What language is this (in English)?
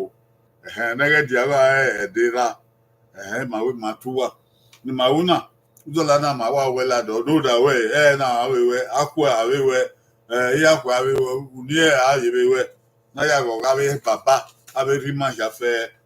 Bini